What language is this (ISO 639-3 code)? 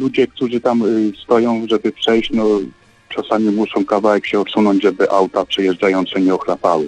pol